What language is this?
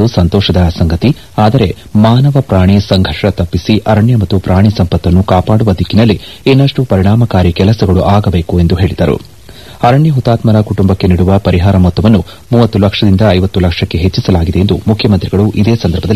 Kannada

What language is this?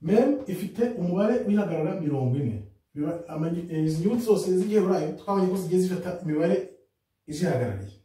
Kinyarwanda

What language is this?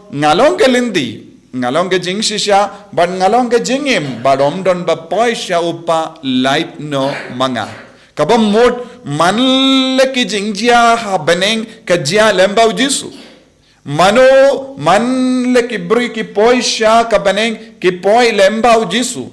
Khasi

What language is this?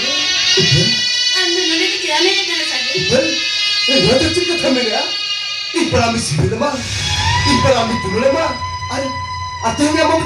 Santali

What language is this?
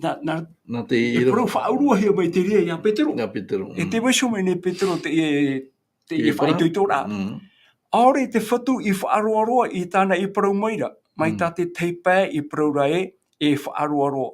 Tahitian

